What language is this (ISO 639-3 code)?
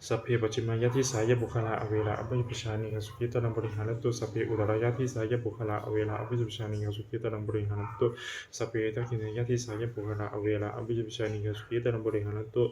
pli